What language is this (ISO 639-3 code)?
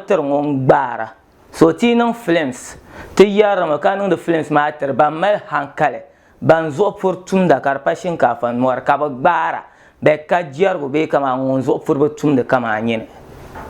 dag